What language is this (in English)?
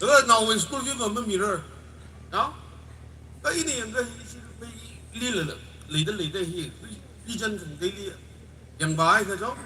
Tangkhul Naga (India)